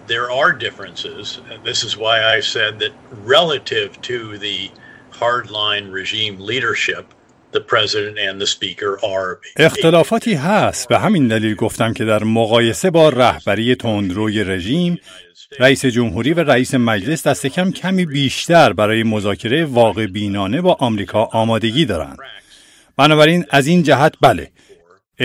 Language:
Persian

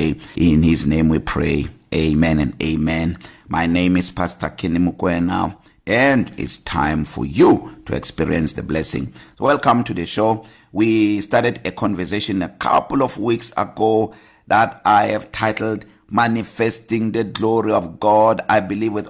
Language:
English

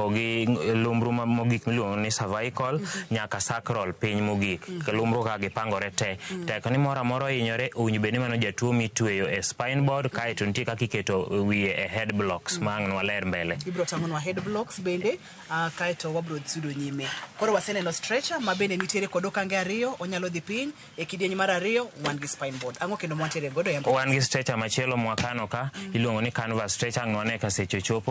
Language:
Luo (Kenya and Tanzania)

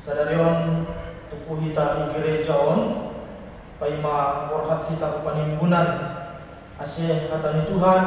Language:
Batak Simalungun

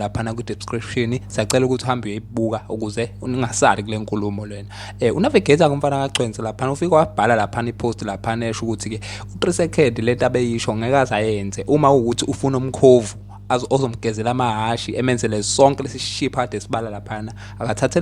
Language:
Zulu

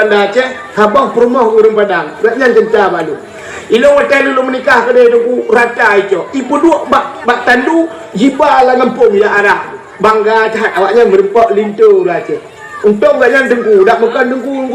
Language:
Achinese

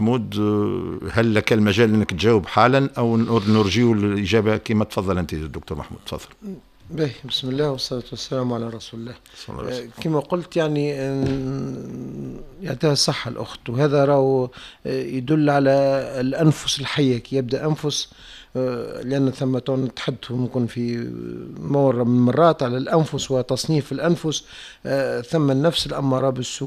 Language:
Tunisian Arabic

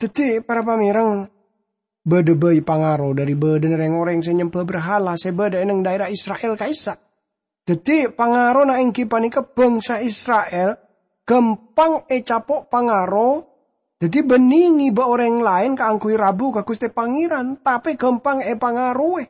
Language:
Madurese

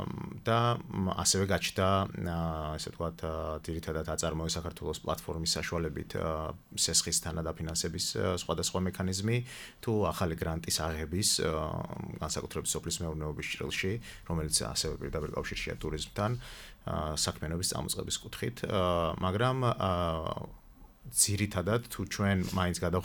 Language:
Georgian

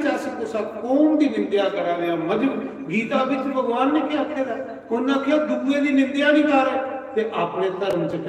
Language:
Dogri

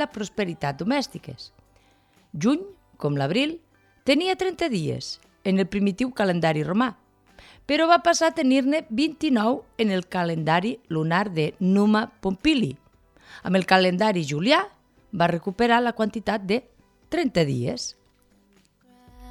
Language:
Catalan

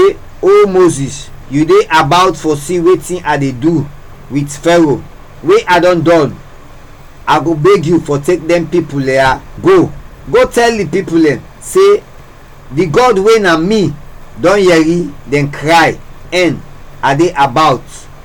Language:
Krio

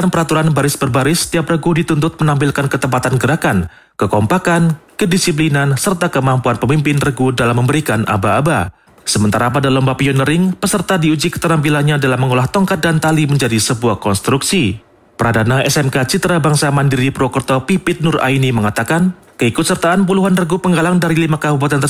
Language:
Indonesian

